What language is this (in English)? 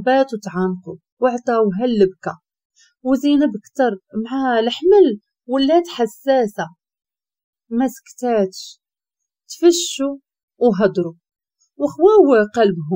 Moroccan Arabic